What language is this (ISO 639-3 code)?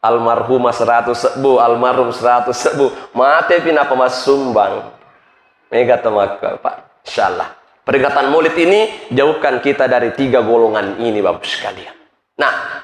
bug